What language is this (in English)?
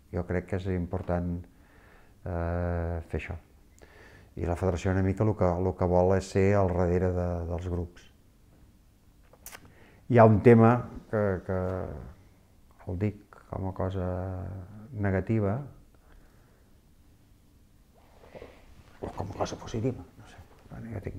Catalan